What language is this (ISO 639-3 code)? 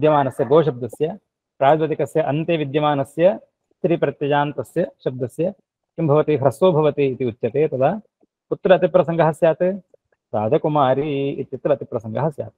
san